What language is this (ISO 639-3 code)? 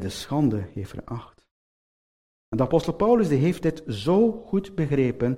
nld